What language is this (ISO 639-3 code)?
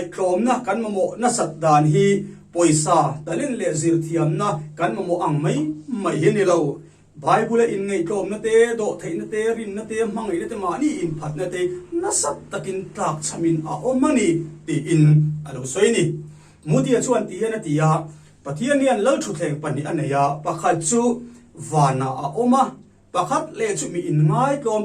lus